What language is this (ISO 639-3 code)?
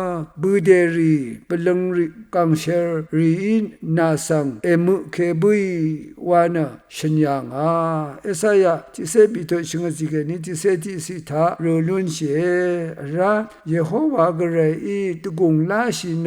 raw